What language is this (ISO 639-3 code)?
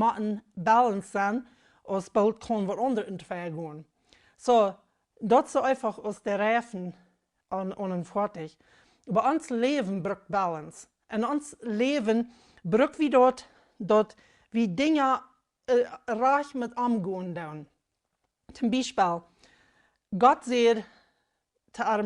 pdt